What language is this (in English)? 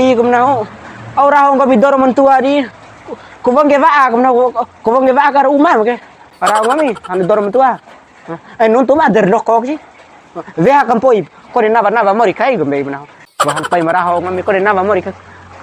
Bima